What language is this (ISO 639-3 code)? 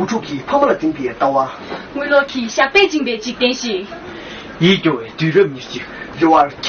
bod